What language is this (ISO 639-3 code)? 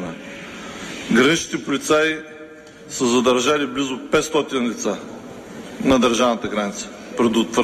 bul